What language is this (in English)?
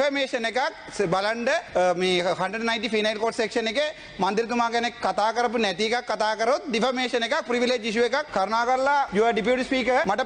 Sinhala